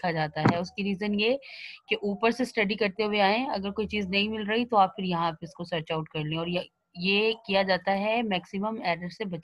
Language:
Hindi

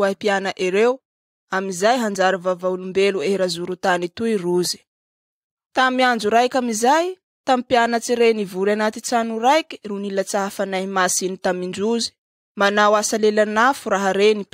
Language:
Malagasy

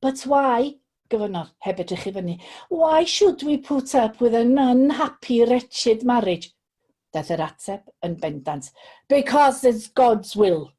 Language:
Welsh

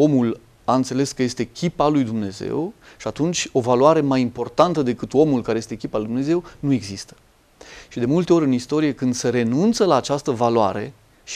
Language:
Romanian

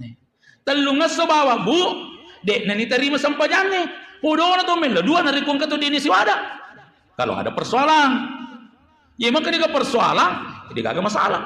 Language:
Buginese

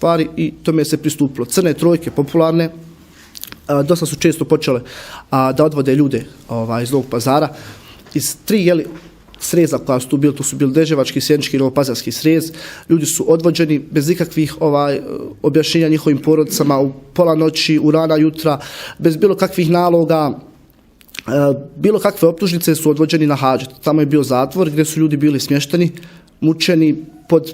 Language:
Bosnian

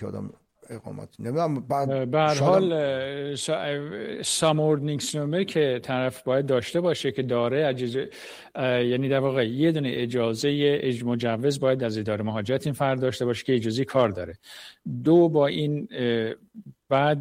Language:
Persian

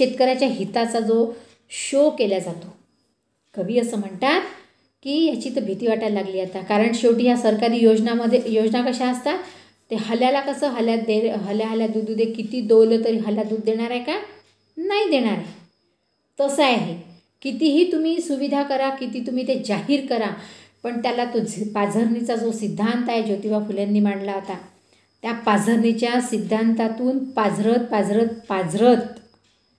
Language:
Marathi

